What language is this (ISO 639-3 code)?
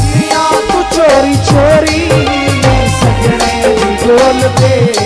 skr